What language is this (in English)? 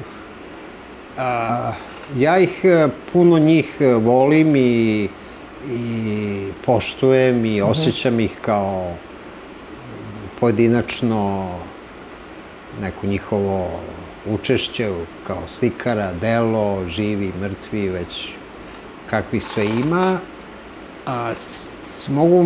Serbian